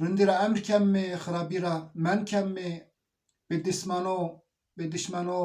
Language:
Zaza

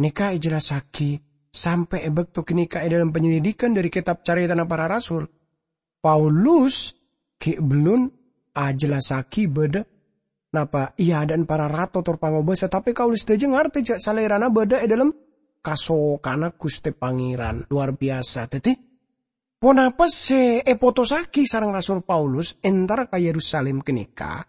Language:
Madurese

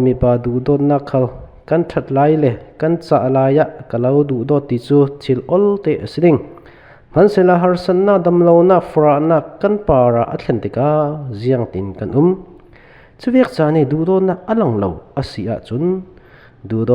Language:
Falam Chin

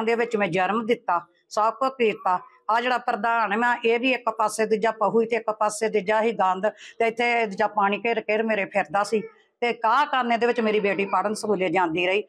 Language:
Punjabi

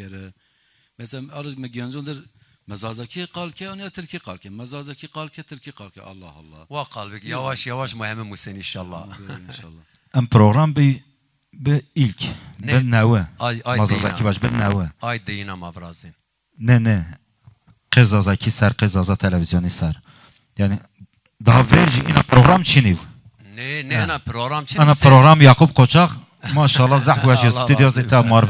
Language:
Zaza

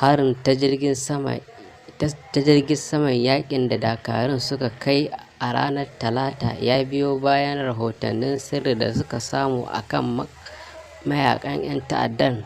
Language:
Hausa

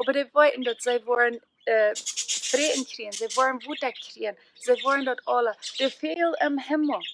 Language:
Plautdietsch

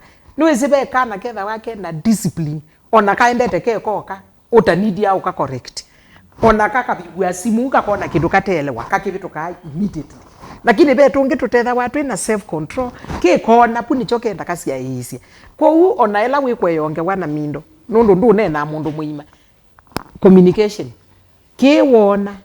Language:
Kamba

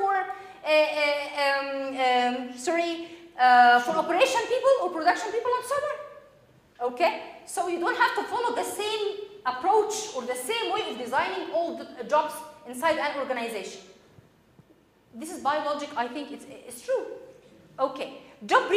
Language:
English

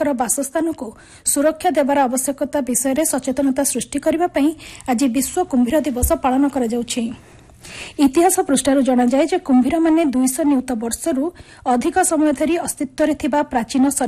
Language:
Odia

